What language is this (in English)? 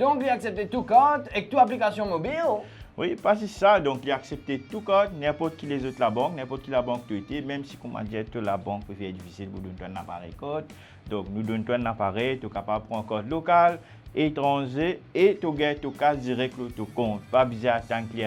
Morisyen